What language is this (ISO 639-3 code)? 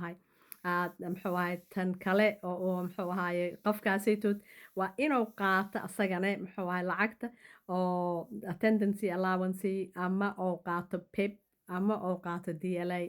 som